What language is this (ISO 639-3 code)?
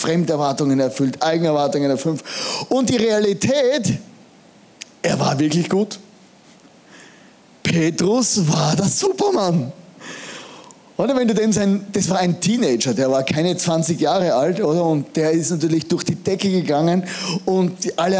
deu